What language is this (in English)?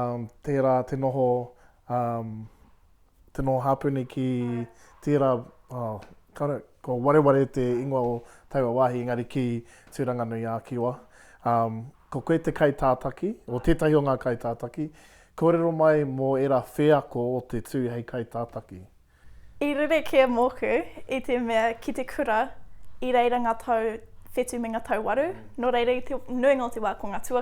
Māori